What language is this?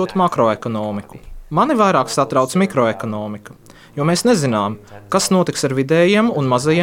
Latvian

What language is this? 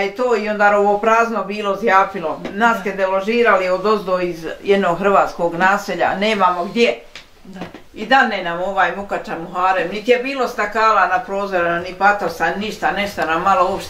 Bosnian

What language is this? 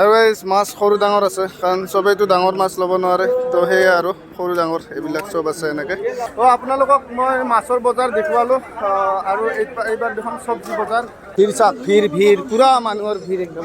Assamese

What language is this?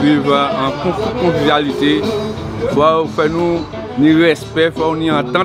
Guadeloupean Creole French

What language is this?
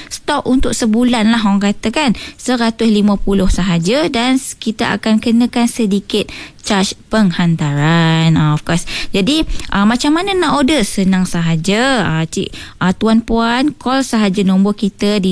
Malay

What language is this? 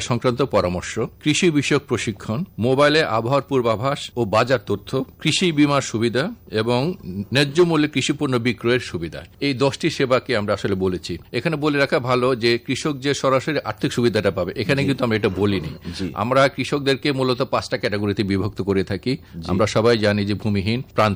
Bangla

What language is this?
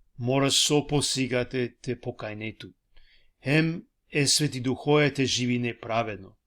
Balkan Romani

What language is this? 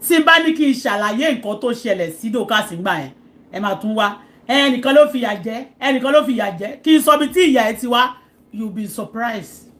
Yoruba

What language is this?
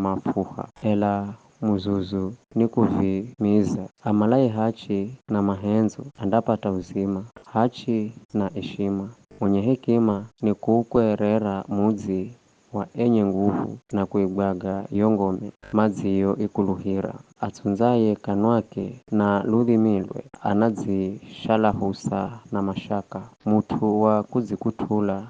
Giryama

